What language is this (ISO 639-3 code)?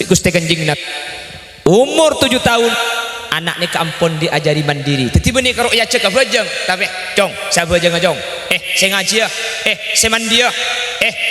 mad